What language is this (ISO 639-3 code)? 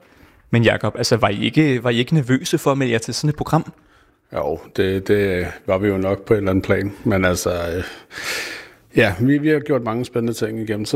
dan